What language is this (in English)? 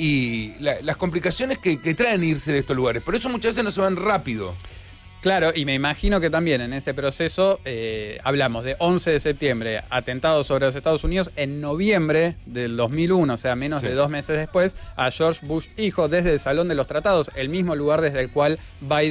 Spanish